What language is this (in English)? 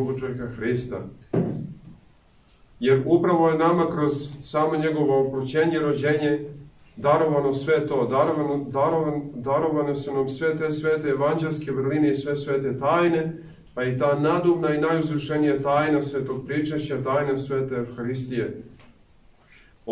Serbian